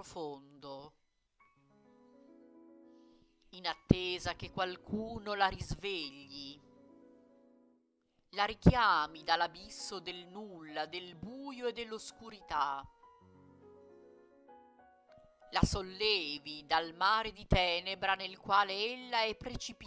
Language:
Italian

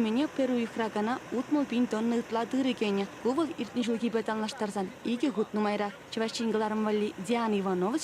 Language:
Chuvash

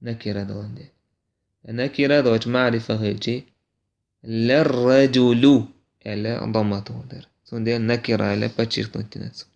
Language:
Chechen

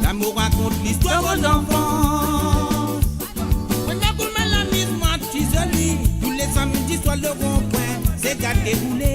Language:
Morisyen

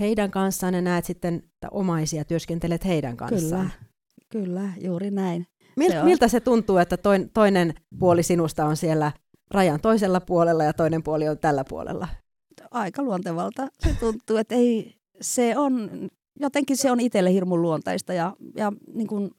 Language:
Finnish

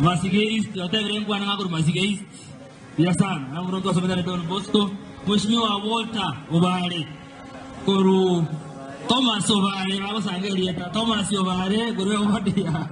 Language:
Gusii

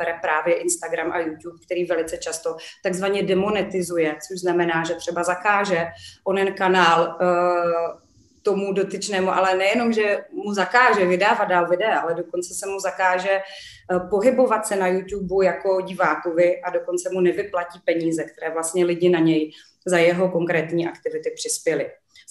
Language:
Czech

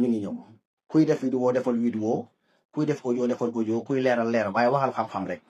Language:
Wolof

